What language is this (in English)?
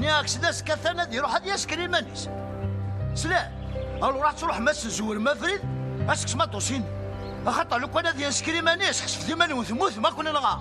Kabyle